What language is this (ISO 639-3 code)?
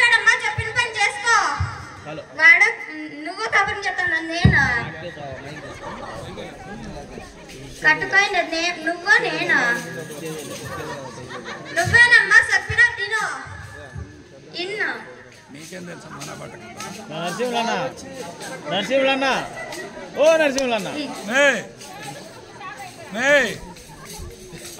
tel